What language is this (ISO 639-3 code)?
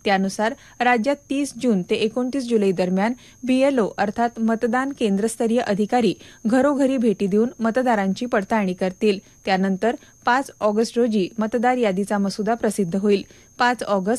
mar